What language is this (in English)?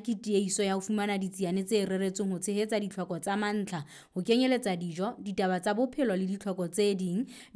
Southern Sotho